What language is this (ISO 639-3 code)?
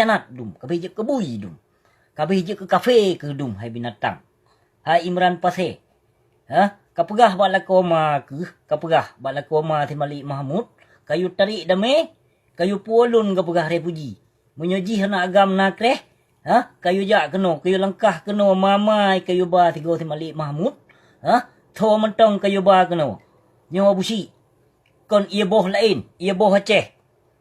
ace